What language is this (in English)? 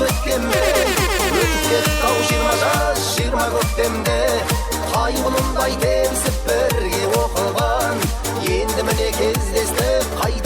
Kara-Kalpak